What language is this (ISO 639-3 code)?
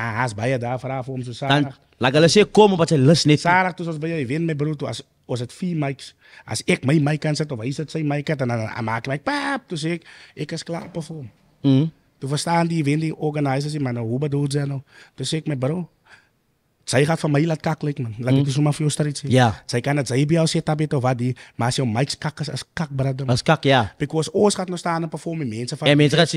afr